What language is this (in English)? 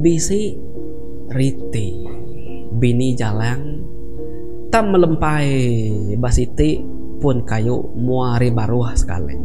Iban